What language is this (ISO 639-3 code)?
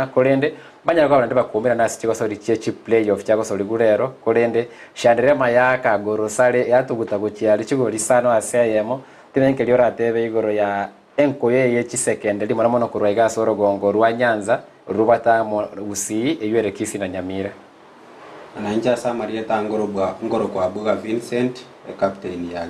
guz